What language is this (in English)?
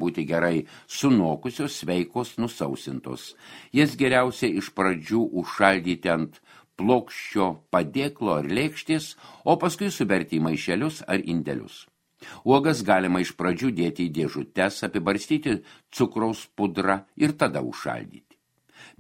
Lithuanian